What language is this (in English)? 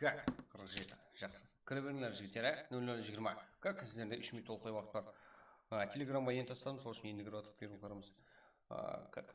Kara-Kalpak